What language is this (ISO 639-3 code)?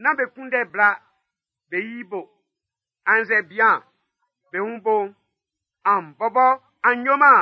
bci